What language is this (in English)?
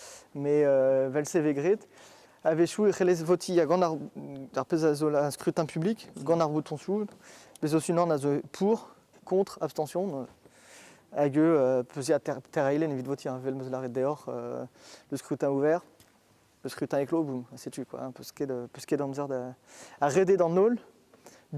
Breton